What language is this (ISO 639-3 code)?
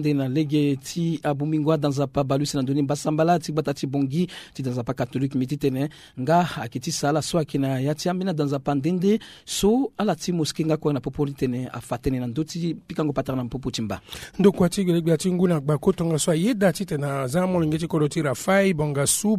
sag